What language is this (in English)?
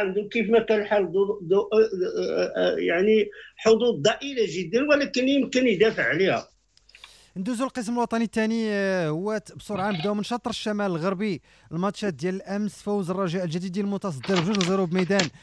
Moroccan Arabic